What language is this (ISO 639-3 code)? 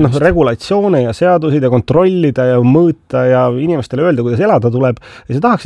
est